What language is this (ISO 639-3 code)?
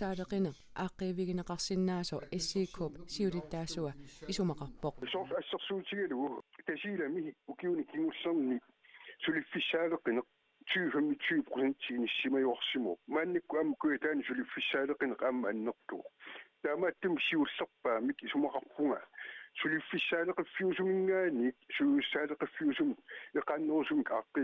kal